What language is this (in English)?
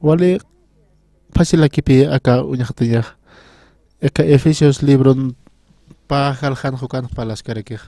Aymara